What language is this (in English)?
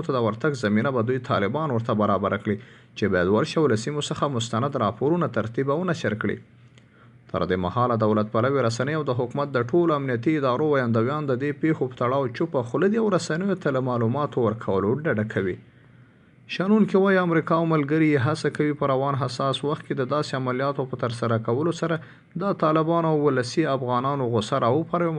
Pashto